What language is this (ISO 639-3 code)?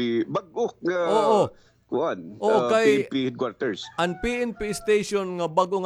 war